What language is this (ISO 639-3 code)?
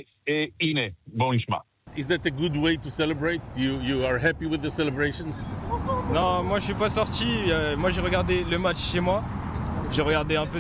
heb